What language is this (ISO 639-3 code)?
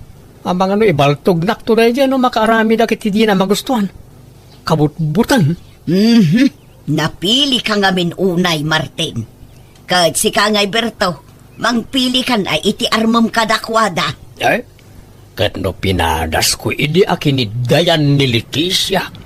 ilo